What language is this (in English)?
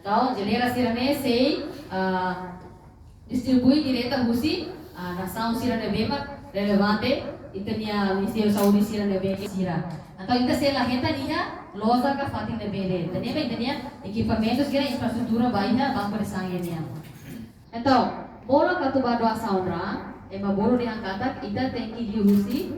Tetum